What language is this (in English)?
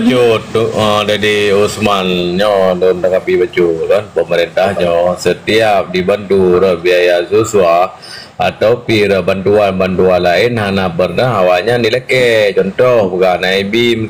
Achinese